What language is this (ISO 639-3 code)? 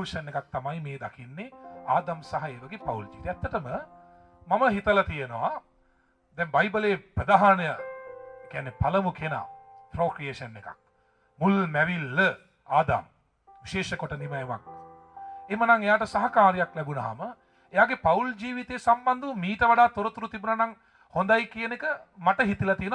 sin